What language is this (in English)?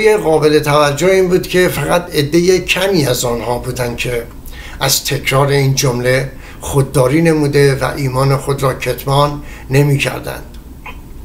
Persian